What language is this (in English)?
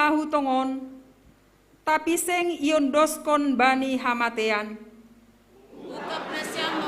Batak Simalungun